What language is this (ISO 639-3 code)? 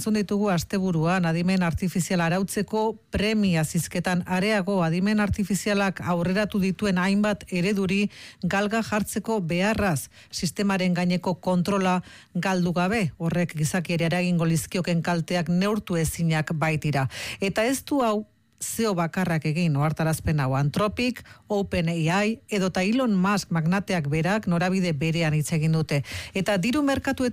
eus